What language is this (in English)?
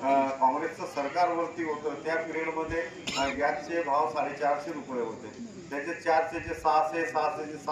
Marathi